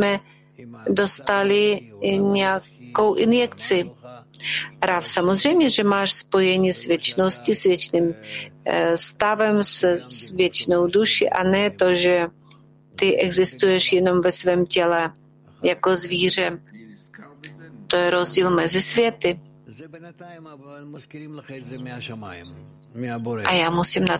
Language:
Czech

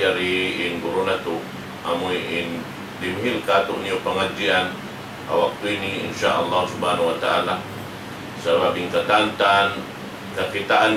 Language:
Tausug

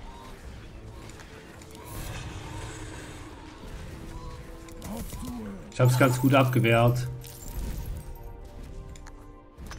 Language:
German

